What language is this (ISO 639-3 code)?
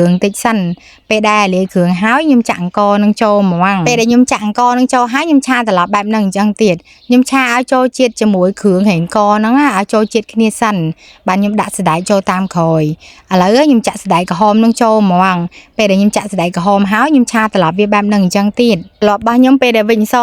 khm